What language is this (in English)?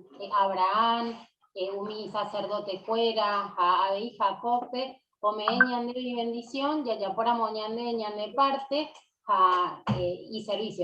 Guarani